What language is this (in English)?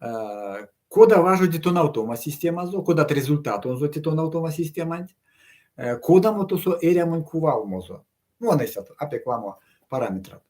Erzya